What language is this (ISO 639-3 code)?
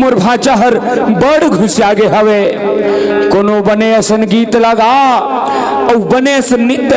hne